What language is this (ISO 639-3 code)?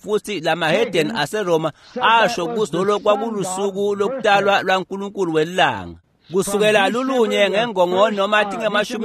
ssw